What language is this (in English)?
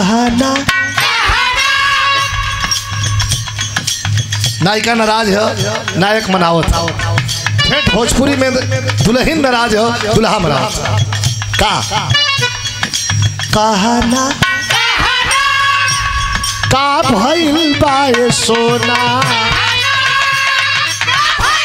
Bhojpuri